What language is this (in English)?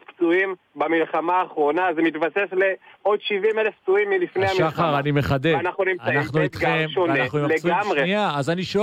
Hebrew